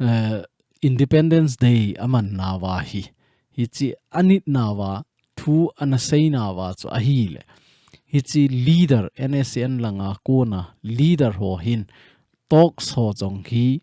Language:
Thado Chin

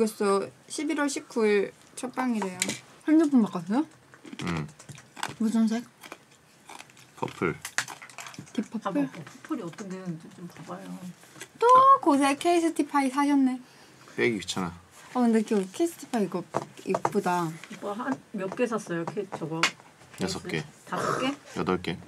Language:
Korean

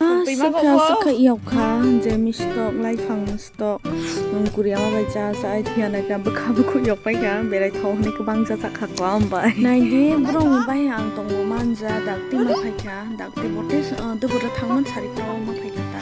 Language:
Kok Borok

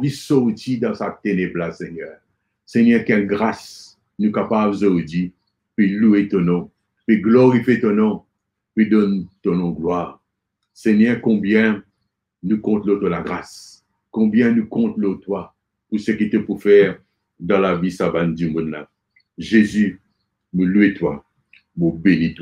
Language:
Morisyen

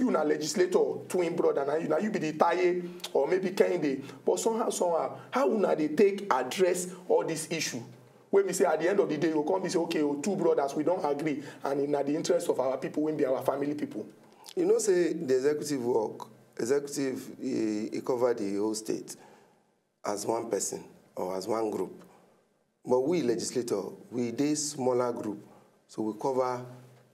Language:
Nigerian Pidgin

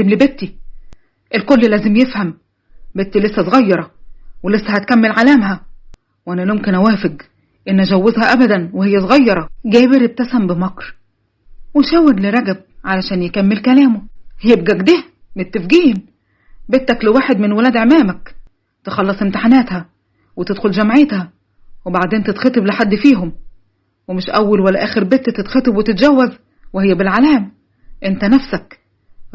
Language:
Egyptian Arabic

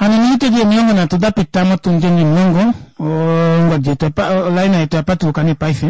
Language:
Kuanyama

